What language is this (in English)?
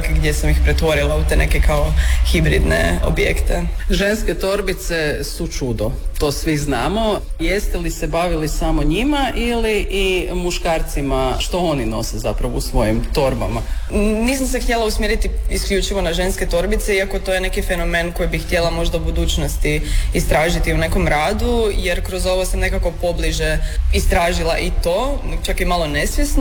Croatian